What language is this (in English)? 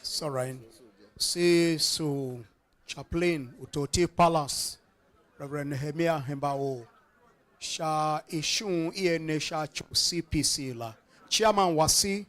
Tiv